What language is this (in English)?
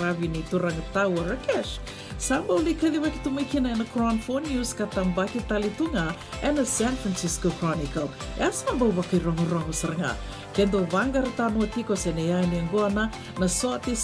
Fijian